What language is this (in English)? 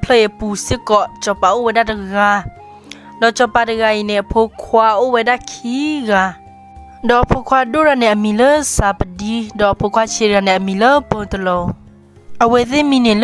S'gaw Karen